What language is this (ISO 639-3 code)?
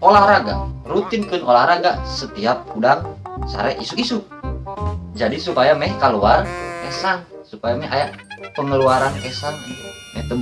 sun